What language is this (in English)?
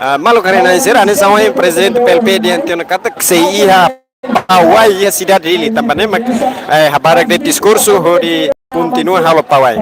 Tetum